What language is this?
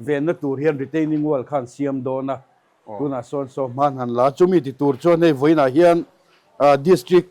Mizo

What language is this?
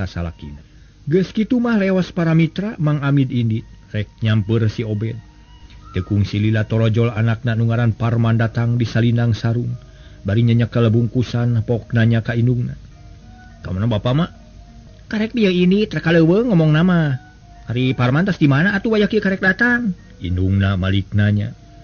Sundanese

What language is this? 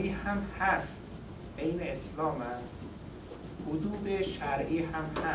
Persian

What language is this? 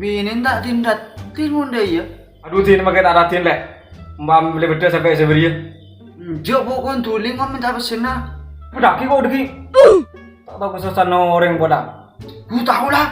Madurese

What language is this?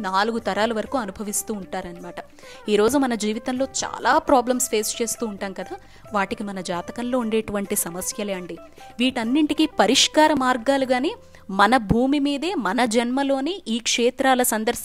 Telugu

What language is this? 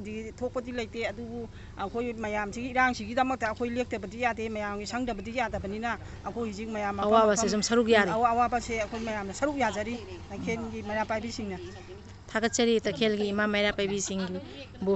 Manipuri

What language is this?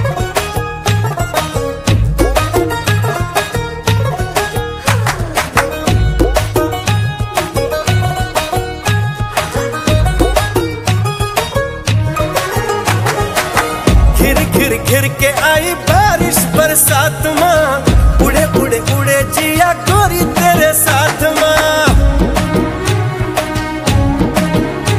Hindi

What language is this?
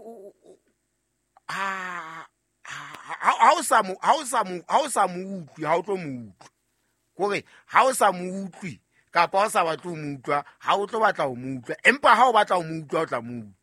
Southern Sotho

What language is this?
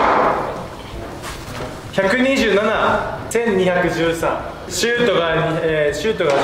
Japanese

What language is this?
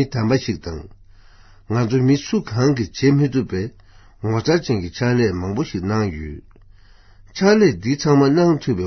Tibetan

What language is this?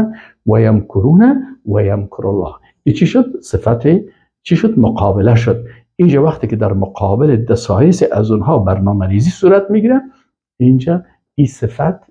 Persian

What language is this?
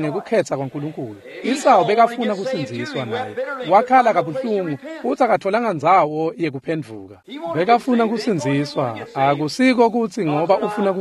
Swati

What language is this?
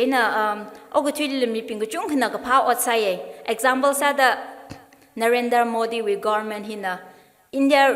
Tangkhul Naga (India)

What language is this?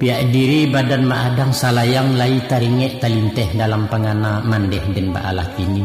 Minangkabau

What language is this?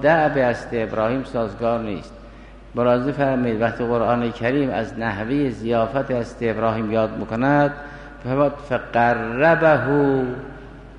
Persian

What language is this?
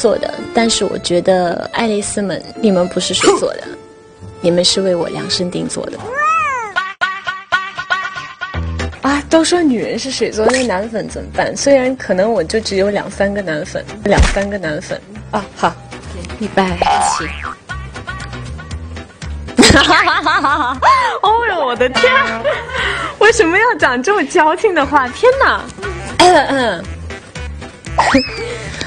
Chinese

